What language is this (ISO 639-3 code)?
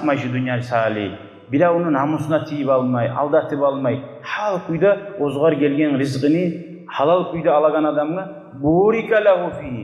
kum